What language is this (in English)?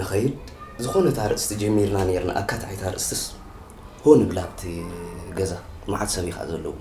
Tigrinya